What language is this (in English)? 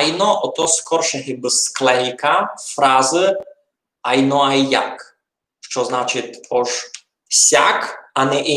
Rusyn